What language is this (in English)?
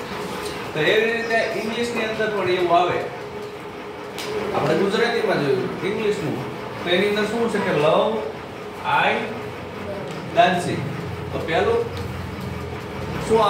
Gujarati